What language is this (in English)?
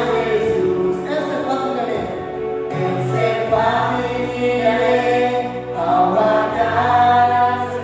Tetum